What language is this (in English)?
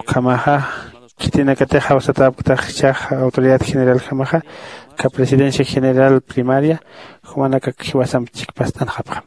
Aymara